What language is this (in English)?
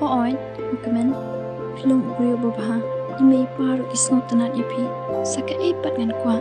Khasi